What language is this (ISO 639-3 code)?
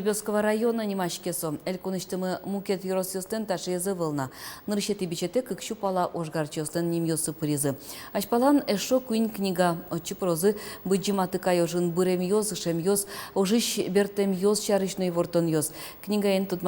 udm